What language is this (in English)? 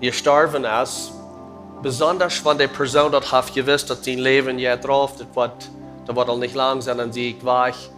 Plautdietsch